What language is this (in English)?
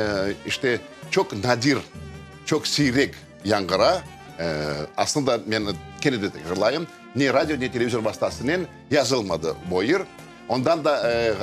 Crimean Tatar